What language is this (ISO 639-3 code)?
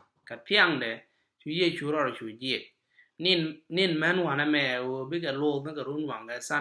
nus